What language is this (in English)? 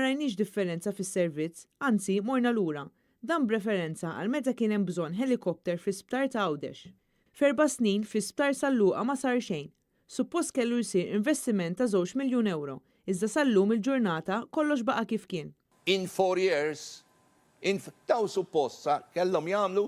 Maltese